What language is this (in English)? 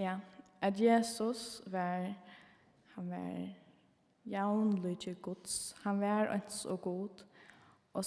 Faroese